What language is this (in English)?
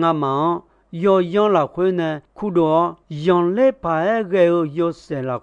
Akha